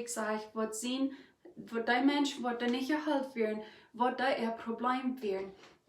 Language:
Plautdietsch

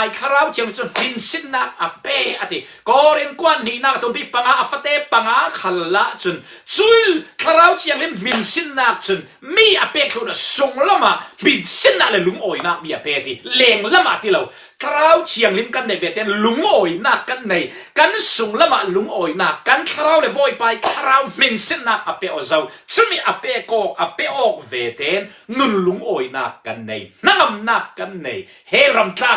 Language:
Falam Chin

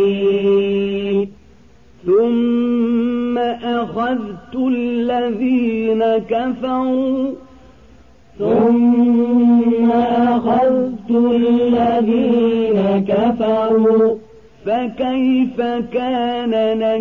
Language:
Arabic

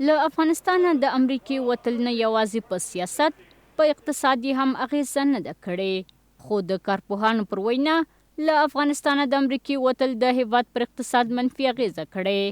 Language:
Pashto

